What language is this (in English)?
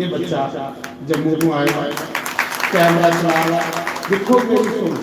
Dogri